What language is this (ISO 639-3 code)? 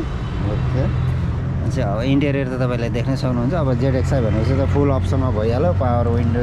nep